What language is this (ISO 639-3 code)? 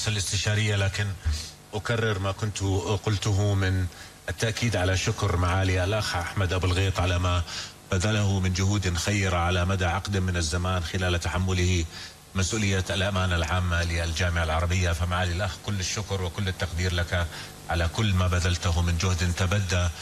ara